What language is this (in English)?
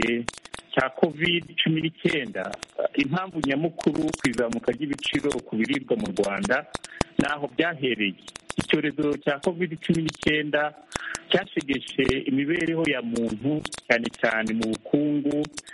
Kinyarwanda